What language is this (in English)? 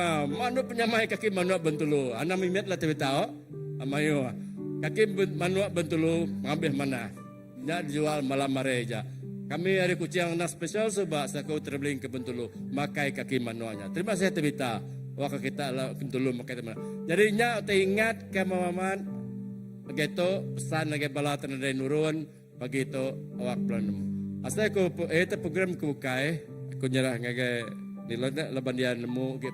Iban